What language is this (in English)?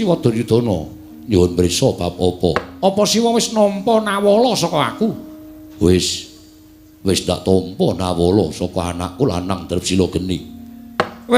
Javanese